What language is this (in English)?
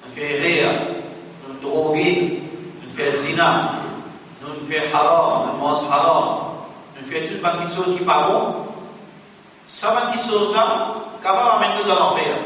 Morisyen